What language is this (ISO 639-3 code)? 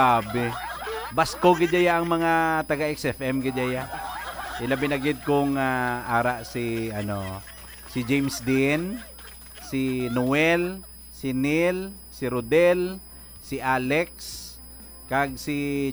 hil